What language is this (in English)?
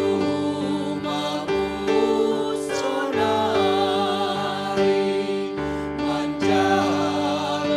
Batak Simalungun